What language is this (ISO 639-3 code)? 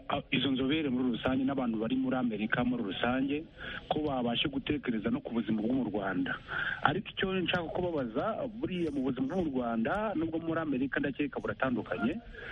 kin